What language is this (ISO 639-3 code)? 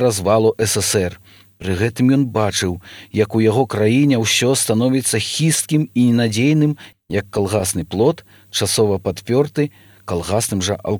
bel